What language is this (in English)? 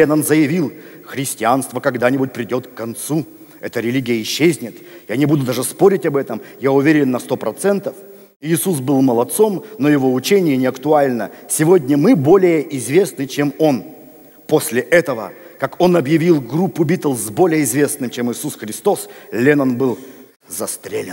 Russian